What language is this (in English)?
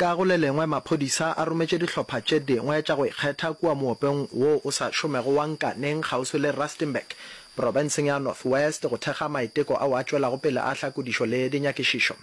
Northern Sotho